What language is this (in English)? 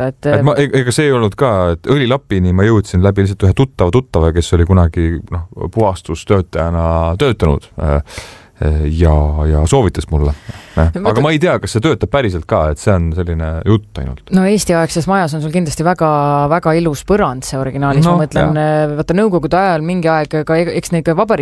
Estonian